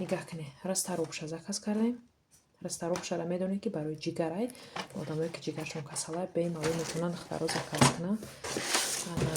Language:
Tajik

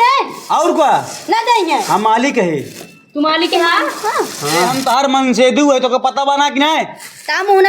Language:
Awadhi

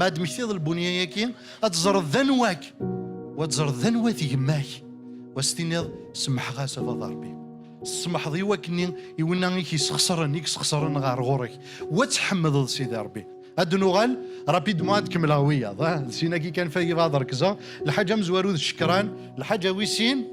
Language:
Kabyle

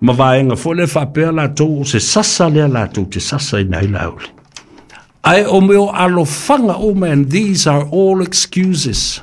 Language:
Samoan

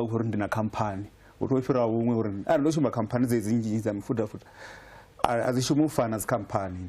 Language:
Venda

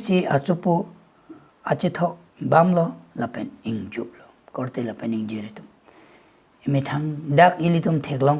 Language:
Karbi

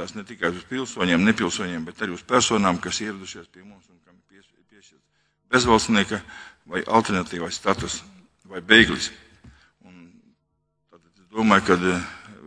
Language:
Latvian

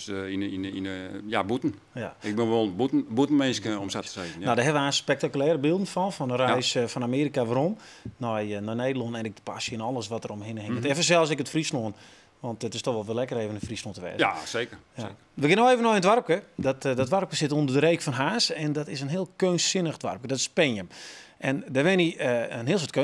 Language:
Western Frisian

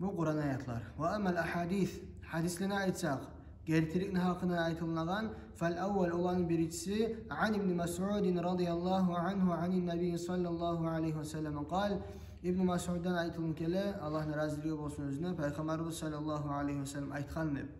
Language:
Kumyk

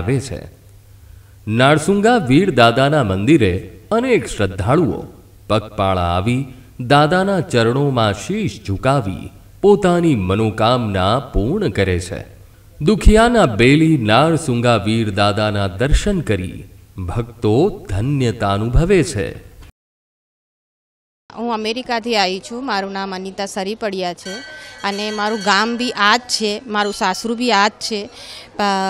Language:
Gujarati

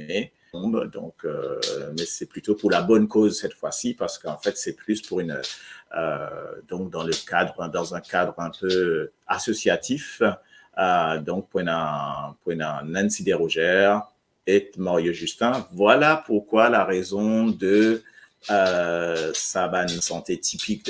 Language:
Morisyen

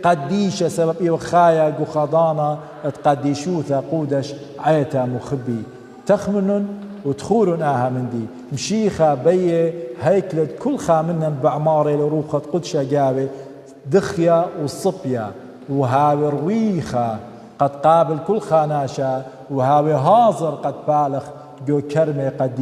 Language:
Assyrian Neo-Aramaic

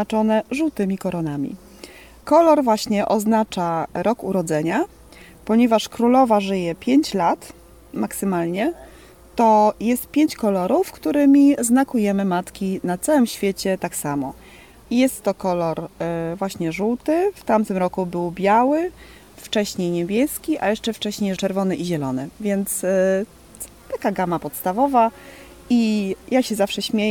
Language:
Polish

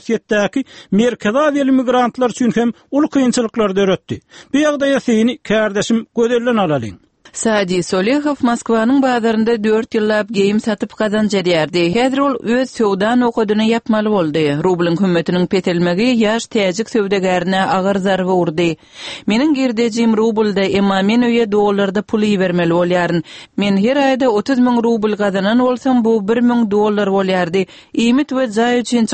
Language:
Turkmen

